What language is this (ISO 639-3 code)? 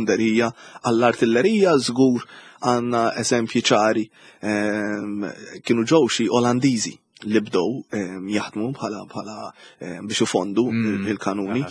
mlt